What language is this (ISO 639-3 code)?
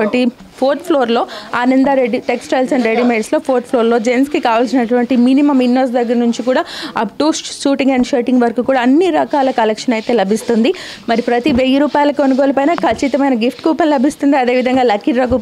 tel